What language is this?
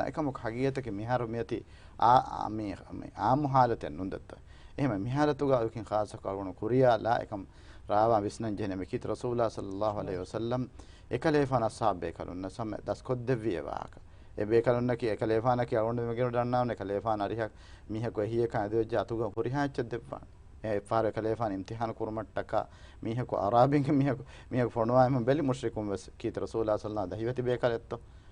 Divehi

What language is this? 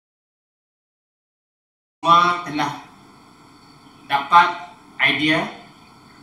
Malay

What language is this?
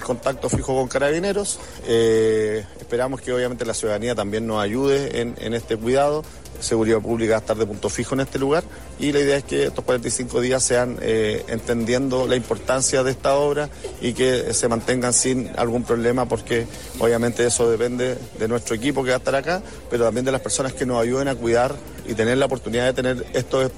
Spanish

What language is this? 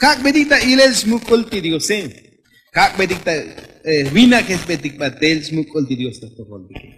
Tzotzil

